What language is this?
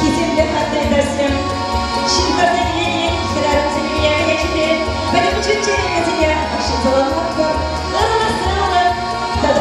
Chuvash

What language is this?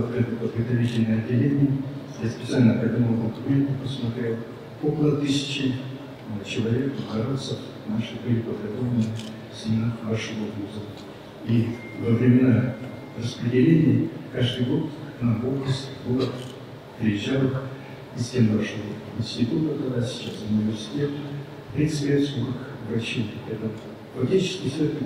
Russian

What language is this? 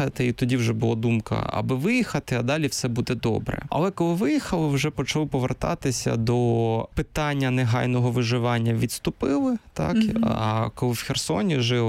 Ukrainian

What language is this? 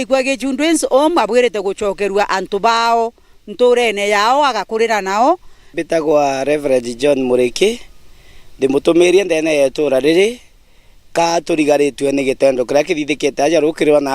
Meru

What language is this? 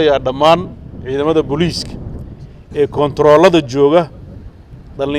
Somali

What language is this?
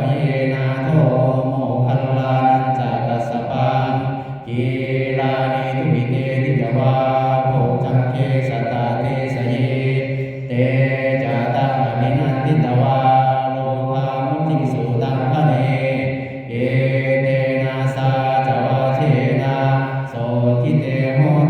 Pali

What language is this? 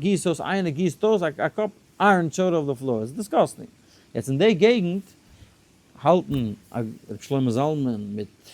Yiddish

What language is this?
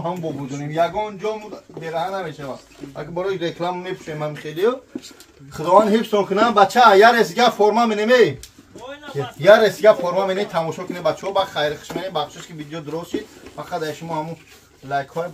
Tajik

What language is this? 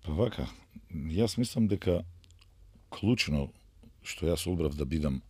Macedonian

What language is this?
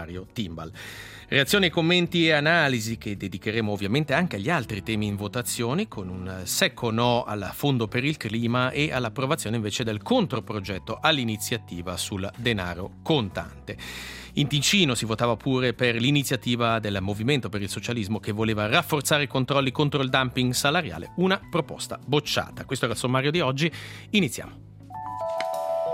Italian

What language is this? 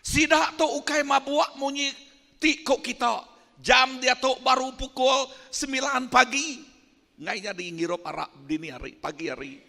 Iban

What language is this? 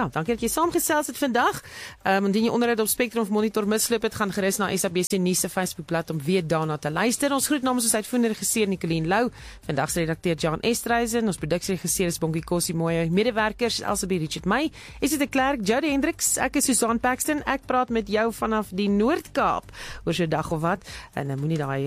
Afrikaans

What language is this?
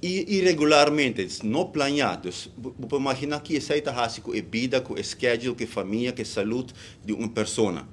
Papiamento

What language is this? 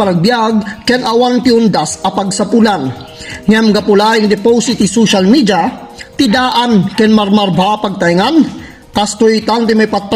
Iloko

